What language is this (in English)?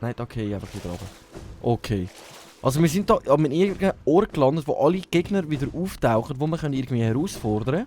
Swiss German